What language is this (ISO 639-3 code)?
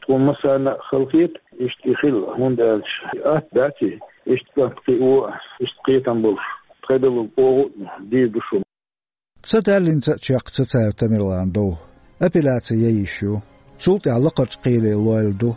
che